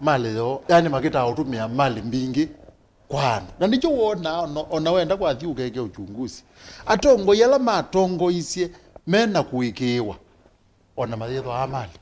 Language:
Kamba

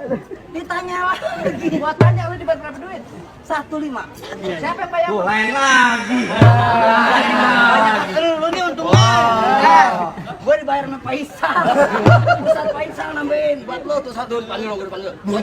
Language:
Betawi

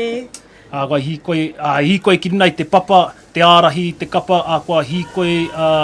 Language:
Māori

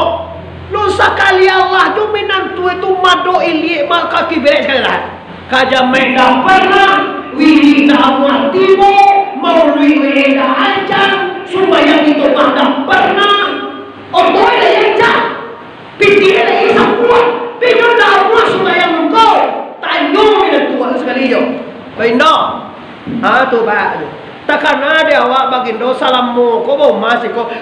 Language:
Minangkabau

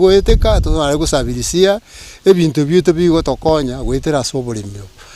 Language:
Gusii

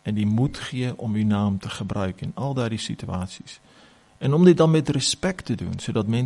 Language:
Afrikaans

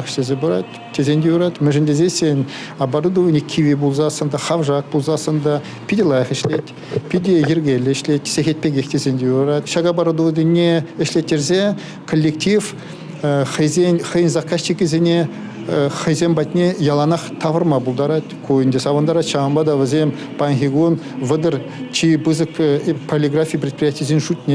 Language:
Chuvash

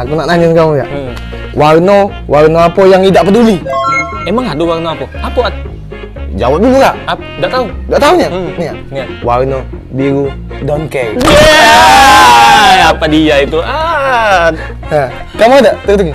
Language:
Musi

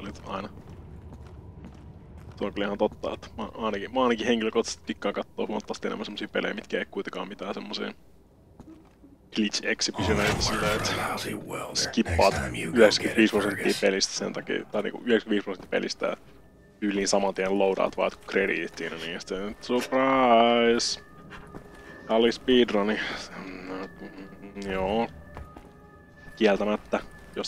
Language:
Finnish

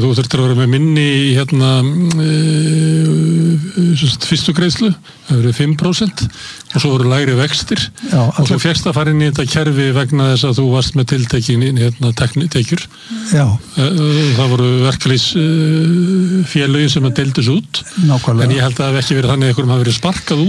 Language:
Icelandic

